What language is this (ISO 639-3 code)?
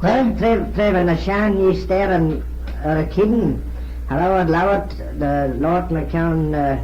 glv